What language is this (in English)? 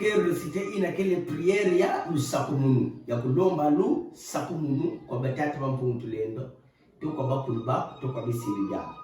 Kituba (Democratic Republic of Congo)